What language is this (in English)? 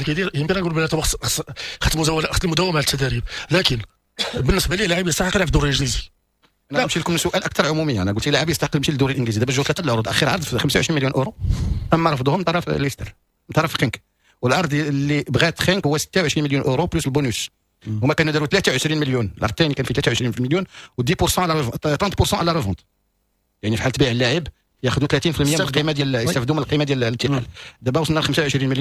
Moroccan Arabic